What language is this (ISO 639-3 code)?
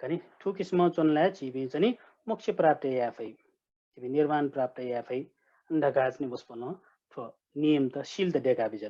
new